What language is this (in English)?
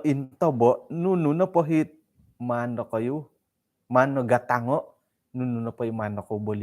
Central Dusun